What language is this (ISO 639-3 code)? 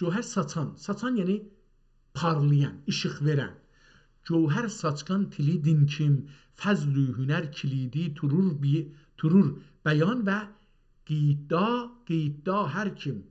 azb